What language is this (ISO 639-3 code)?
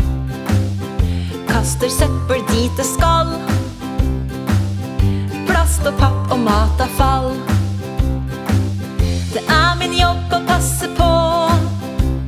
nor